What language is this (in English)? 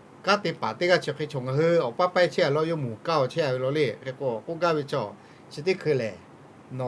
Lahu